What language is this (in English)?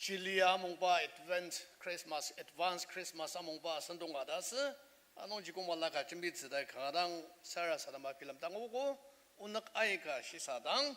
Ao Naga